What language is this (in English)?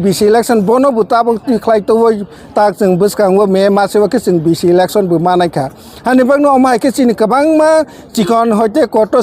Kok Borok